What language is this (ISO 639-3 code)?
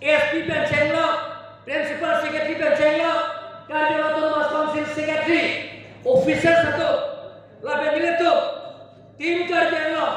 mjw